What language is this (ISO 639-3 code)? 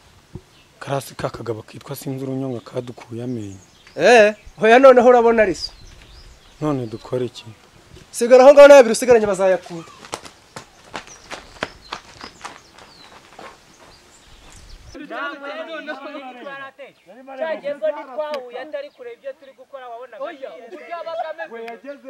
kin